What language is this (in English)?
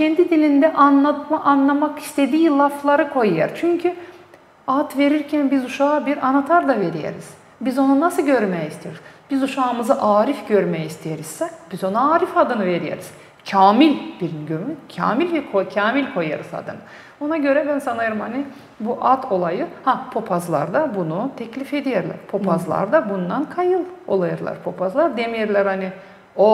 Gagauz